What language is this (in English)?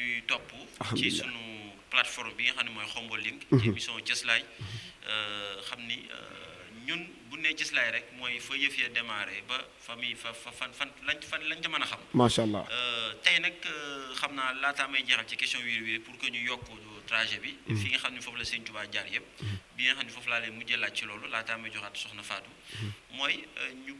Wolof